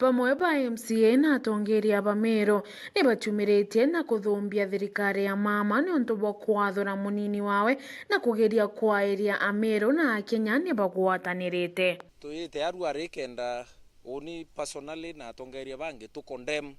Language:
Meru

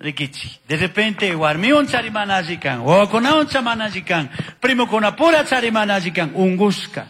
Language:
Chimborazo Highland Quichua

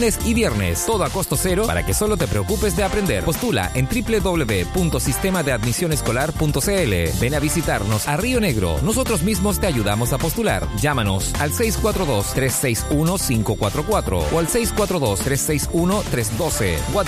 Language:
Spanish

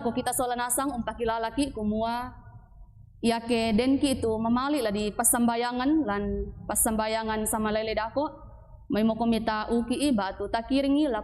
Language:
Toraja-Sa'dan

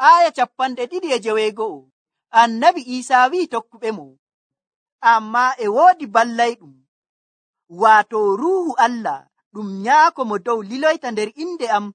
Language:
Nigerian Fulfulde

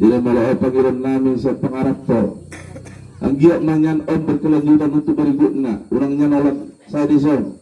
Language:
Batak Toba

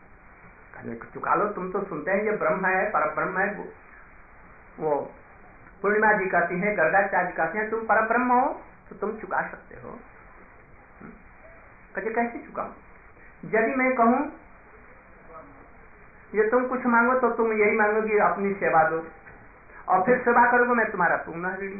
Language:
Hindi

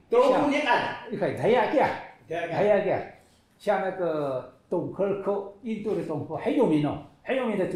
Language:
Taroko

